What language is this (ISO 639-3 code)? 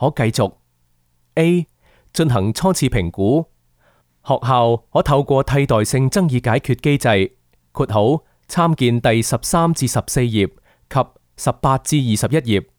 yue